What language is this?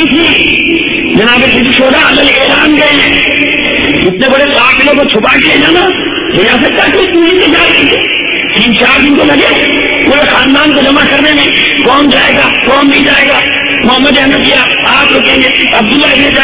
Urdu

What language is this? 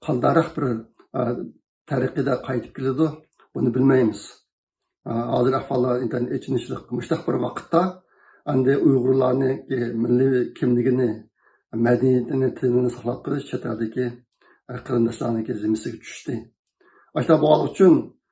Uyghur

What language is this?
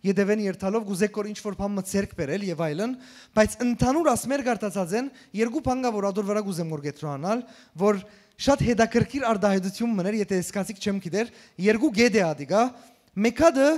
Western Armenian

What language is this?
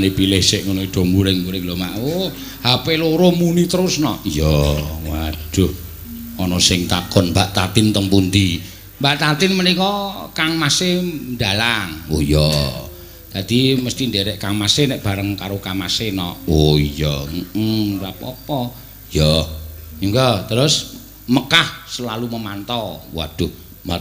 Javanese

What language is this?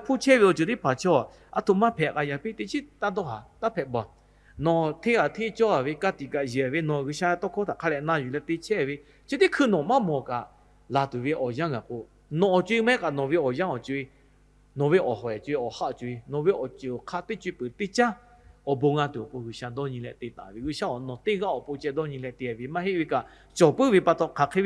Lahu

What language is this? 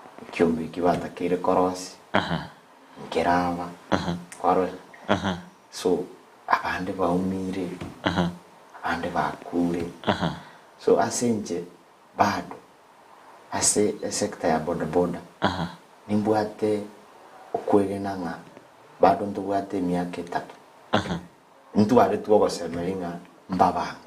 Gusii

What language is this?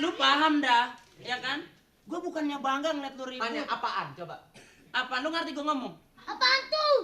Betawi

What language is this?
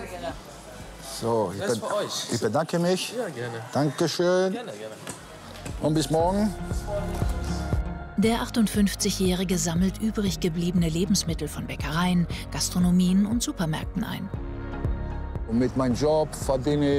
German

